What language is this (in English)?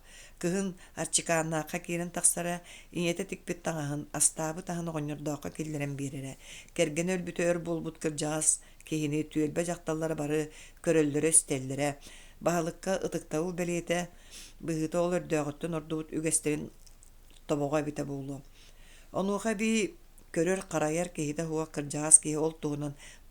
Yakut